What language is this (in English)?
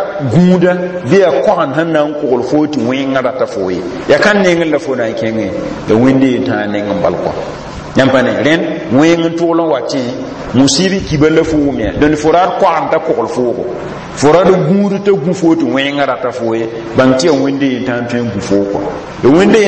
Mossi